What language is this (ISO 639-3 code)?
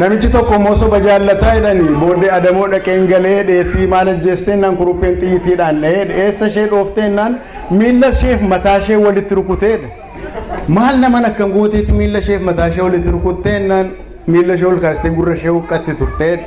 orm